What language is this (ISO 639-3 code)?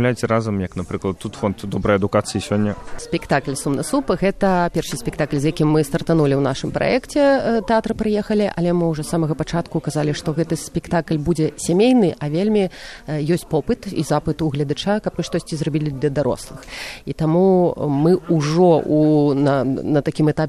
bel